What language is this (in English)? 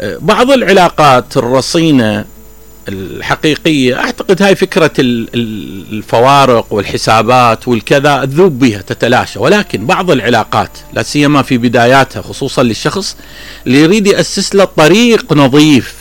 Mesopotamian Arabic